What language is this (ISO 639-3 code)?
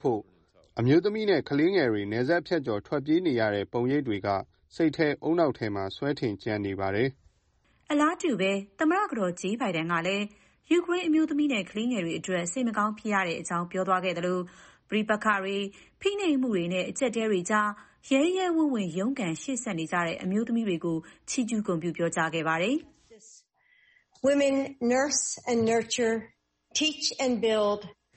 mya